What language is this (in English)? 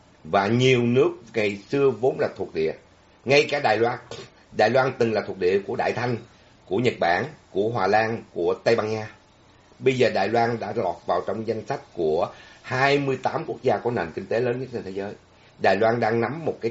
Vietnamese